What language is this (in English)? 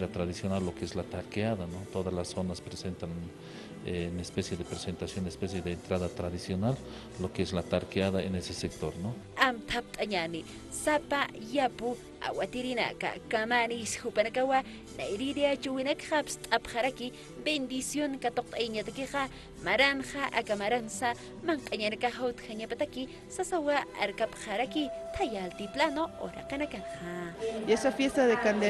Aymara